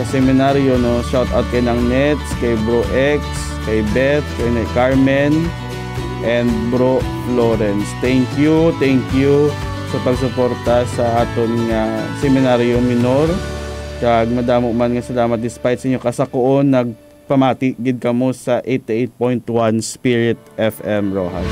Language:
Hiligaynon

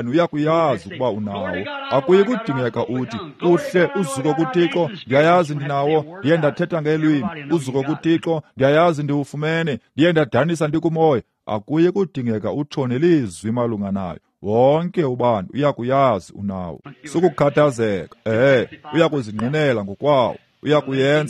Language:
Xhosa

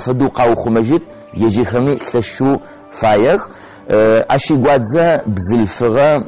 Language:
Adyghe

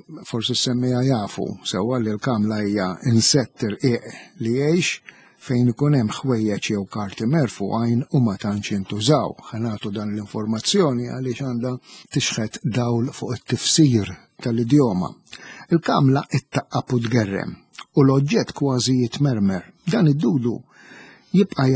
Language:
Maltese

